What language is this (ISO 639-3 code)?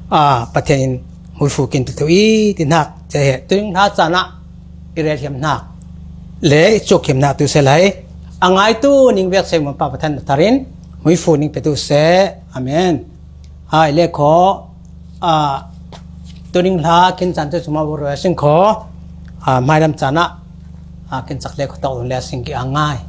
cfm